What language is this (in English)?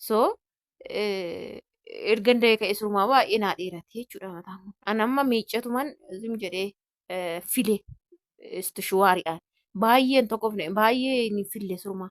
Oromo